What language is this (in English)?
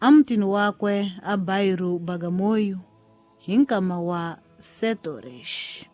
Tsonga